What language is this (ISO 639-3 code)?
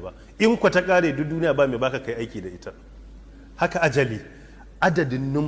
hau